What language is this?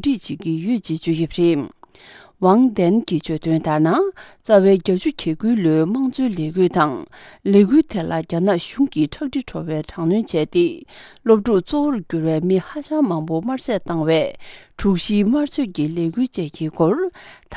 Tibetan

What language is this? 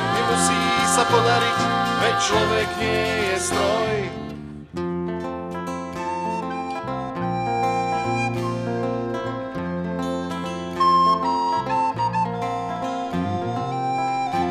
Slovak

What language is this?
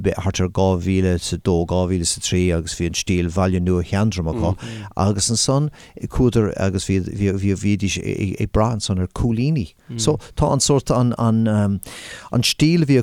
Irish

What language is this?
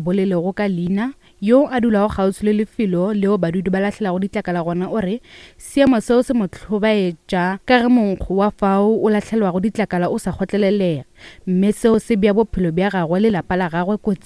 Northern Sotho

